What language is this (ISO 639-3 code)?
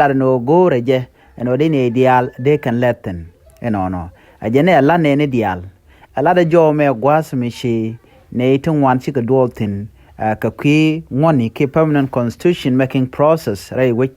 nus